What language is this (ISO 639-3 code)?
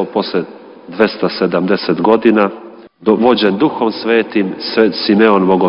hrv